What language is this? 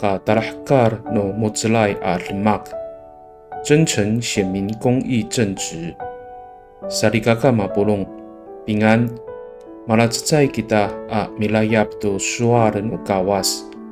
Amis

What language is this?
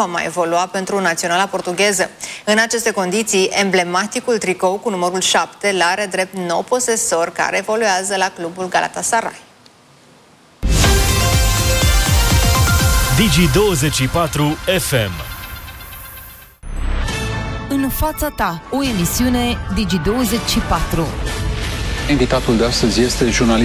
Romanian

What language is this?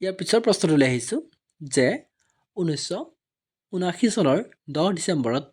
Assamese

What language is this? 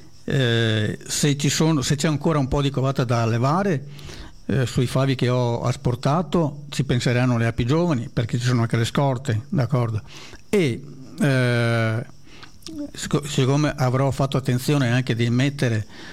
Italian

